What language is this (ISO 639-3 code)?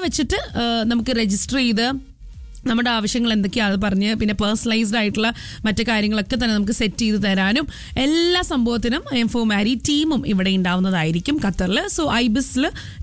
mal